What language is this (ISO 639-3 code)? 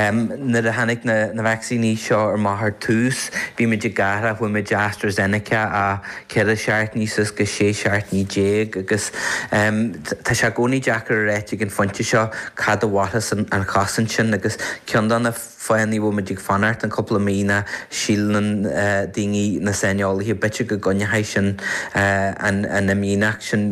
gle